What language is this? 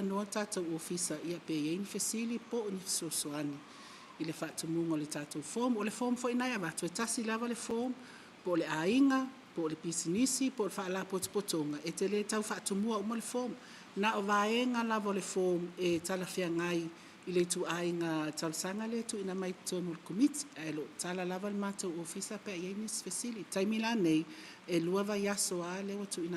Samoan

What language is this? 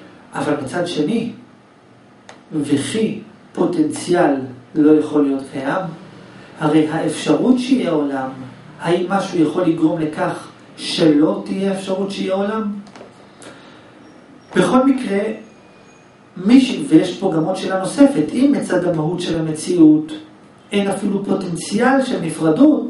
Hebrew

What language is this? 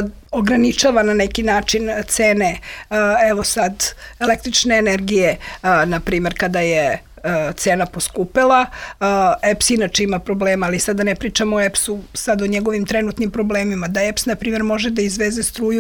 Serbian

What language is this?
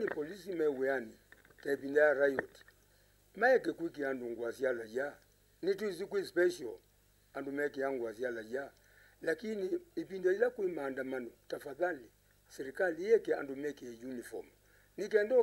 Kamba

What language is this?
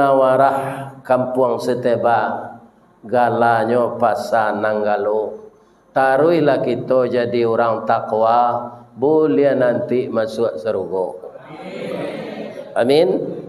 Minangkabau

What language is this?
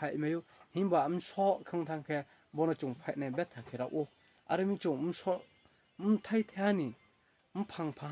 Riang (India)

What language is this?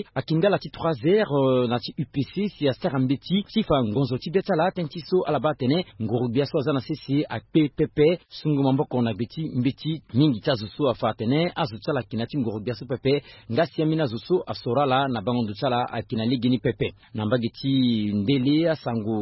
Sango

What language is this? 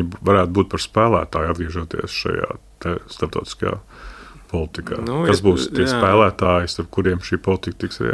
Latvian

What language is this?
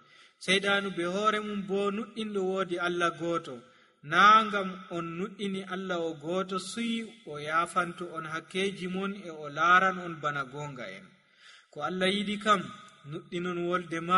Nigerian Fulfulde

